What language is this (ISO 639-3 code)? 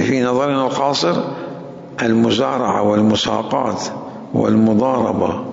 acm